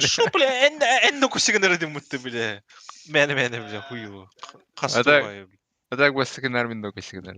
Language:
Yakut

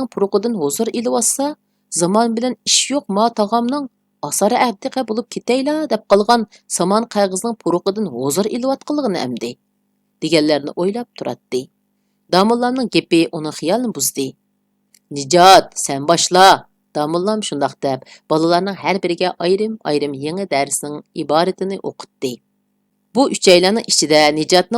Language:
Uyghur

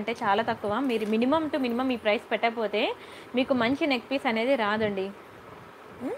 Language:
Telugu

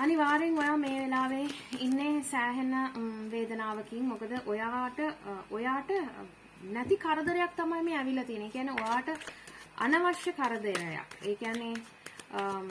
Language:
Sinhala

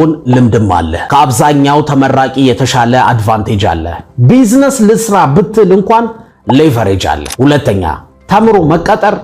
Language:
Amharic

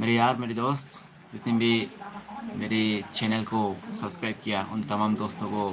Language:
Dimasa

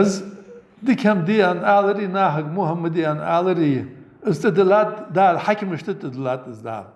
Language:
Ingush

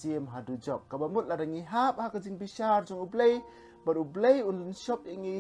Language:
Khasi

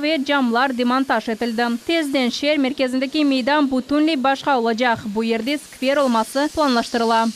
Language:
Crimean Tatar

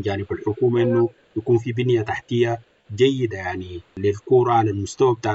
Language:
Sudanese Arabic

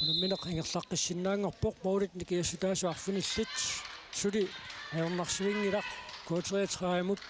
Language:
Kalaallisut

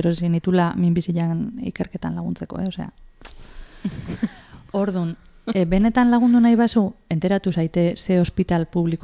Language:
Basque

